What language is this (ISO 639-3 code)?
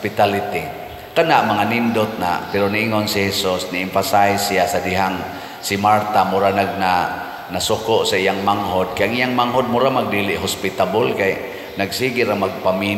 ceb